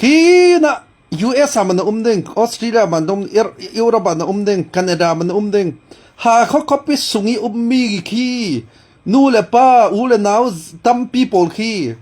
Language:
Falam Chin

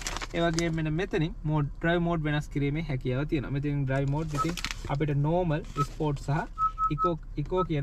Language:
Sinhala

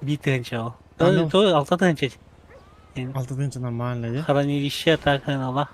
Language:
Yakut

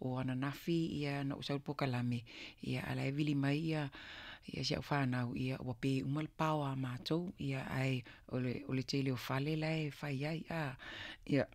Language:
Samoan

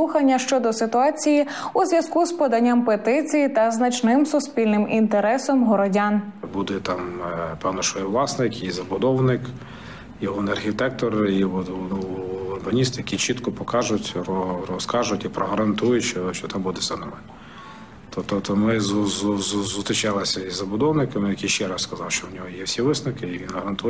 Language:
Ukrainian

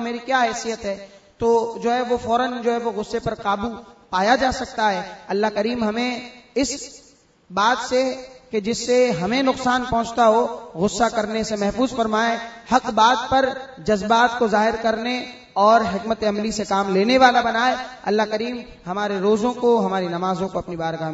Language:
Urdu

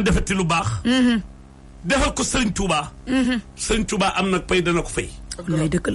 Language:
Wolof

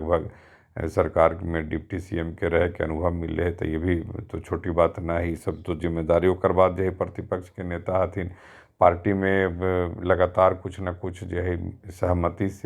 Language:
Magahi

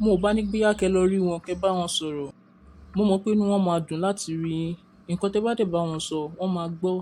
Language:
Yoruba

